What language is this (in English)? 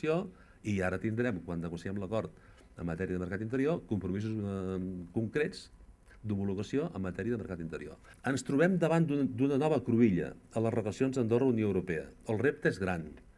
Catalan